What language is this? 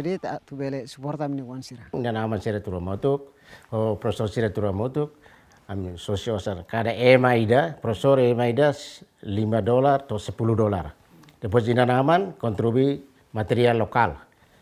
Tetum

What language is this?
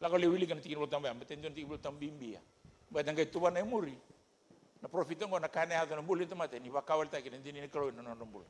Fijian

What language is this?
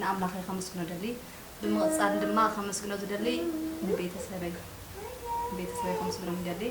Tigrinya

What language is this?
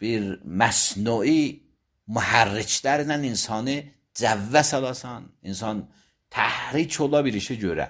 Azerbaijani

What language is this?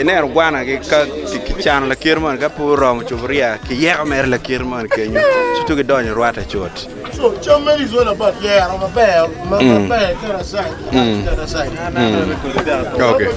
Acoli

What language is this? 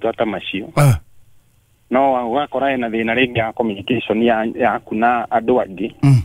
Kikuyu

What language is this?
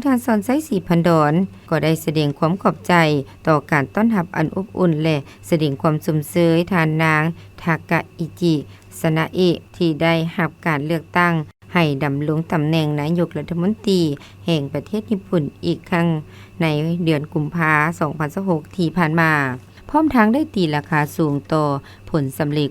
Lao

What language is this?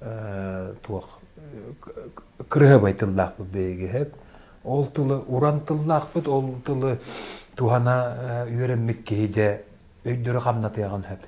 Yakut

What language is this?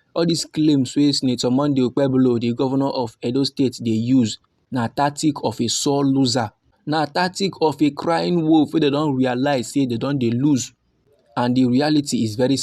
Nigerian Pidgin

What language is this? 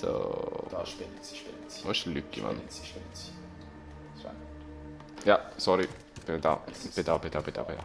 Swiss German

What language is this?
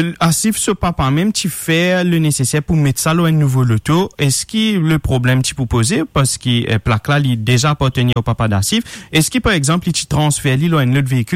Morisyen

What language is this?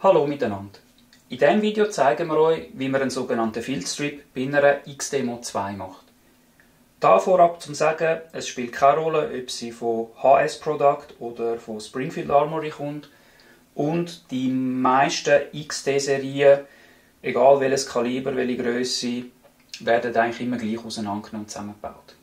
Swiss German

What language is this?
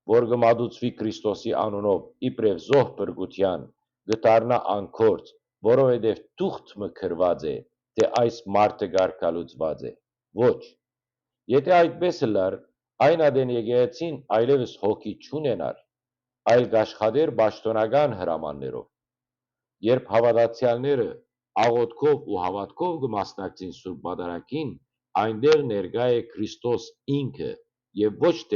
Western Armenian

